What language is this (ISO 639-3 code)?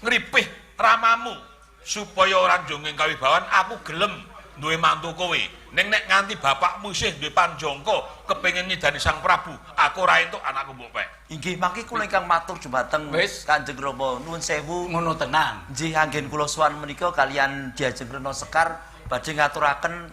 jav